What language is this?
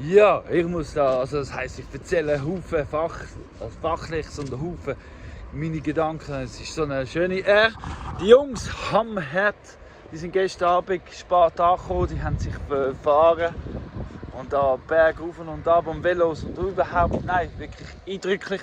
Swiss German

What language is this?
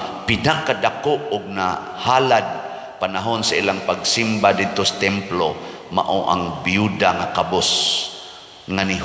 Cebuano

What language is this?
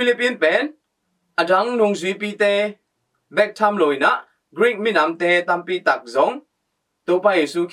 Tedim Chin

